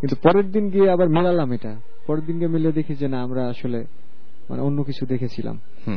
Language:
Bangla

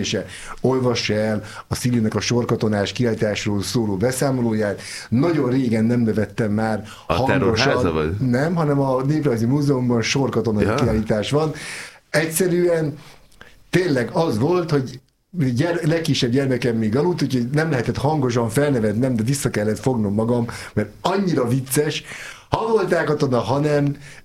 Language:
Hungarian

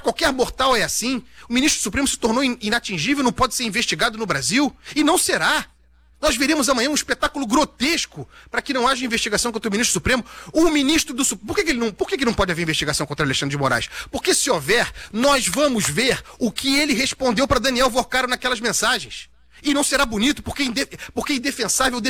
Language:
Portuguese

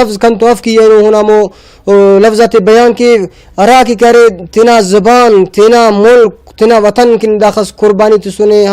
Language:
Brahui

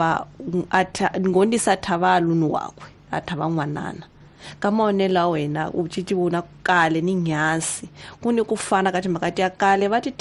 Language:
Tsonga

